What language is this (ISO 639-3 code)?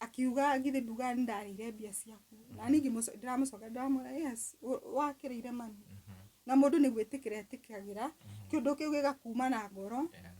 kik